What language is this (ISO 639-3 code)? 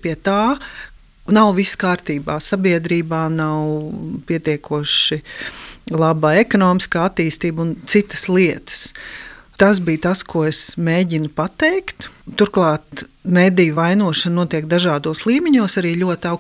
lav